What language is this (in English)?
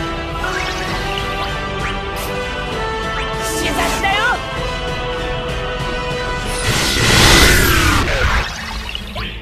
Japanese